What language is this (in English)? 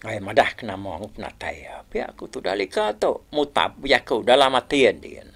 Iban